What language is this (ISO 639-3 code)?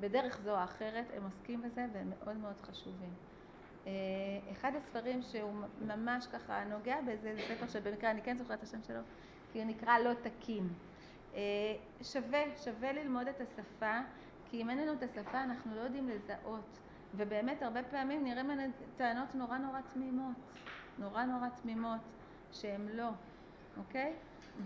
heb